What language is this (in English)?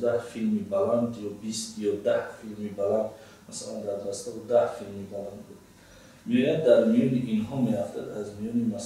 Tajik